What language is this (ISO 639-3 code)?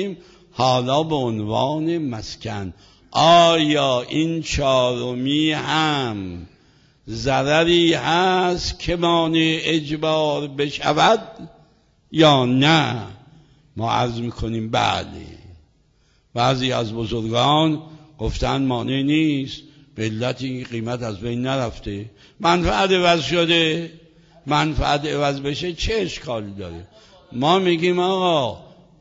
fas